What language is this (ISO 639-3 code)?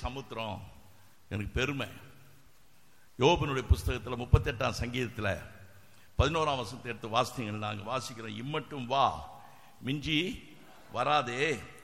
tam